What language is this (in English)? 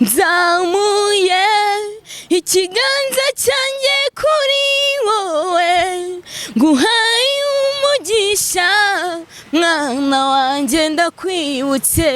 Kinyarwanda